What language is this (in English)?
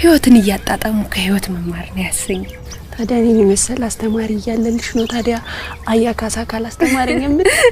Amharic